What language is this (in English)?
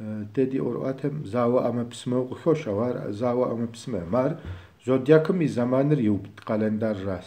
Kabardian